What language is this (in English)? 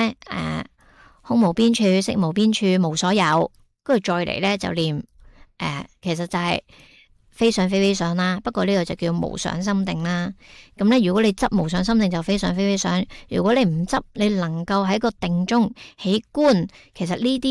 Cantonese